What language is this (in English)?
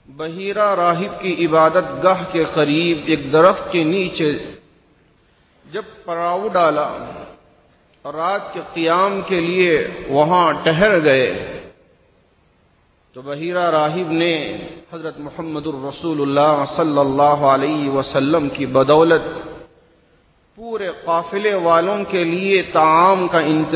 Urdu